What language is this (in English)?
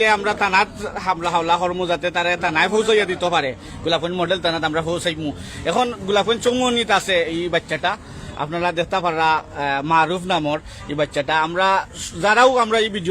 Sylheti